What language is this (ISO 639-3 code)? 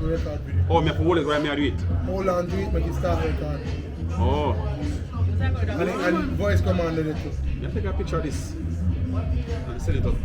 jam